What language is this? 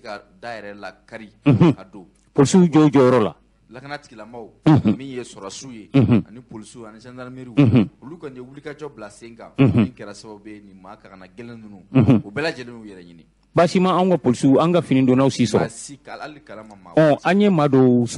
Bambara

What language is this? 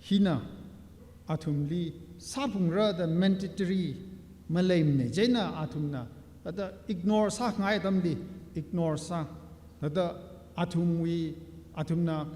Tangkhul Naga (India)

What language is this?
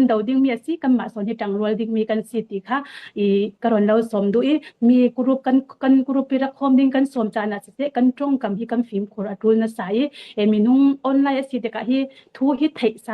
Falam Chin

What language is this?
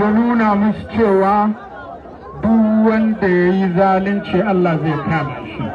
Hausa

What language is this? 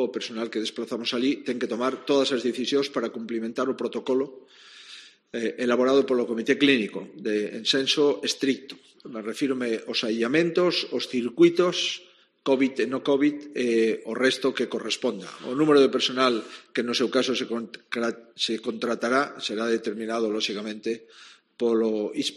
Galician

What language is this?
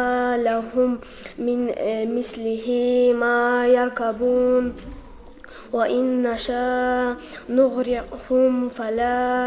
Kumyk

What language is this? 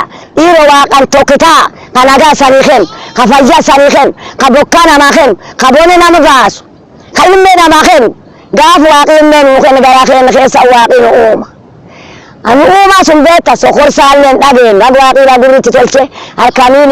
Oromo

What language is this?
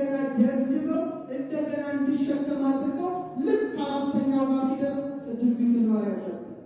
Amharic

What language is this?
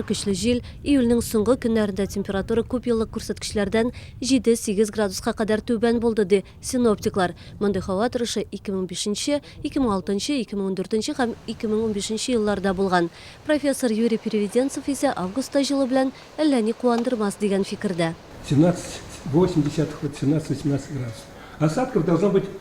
Tatar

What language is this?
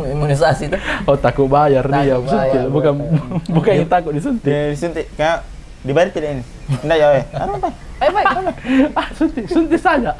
Makassar Malay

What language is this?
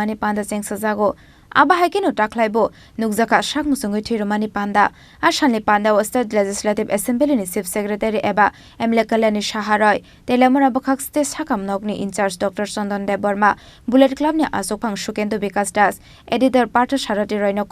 Kok Borok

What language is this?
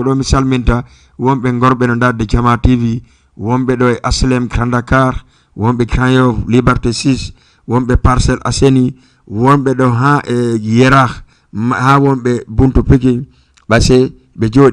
Fula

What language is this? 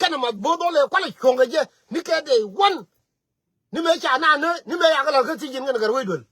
Nuer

